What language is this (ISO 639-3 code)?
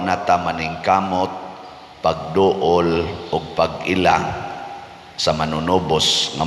ceb